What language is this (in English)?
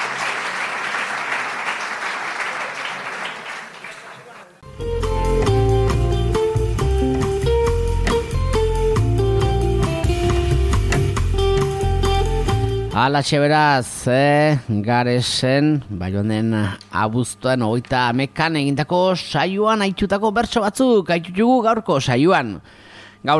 Basque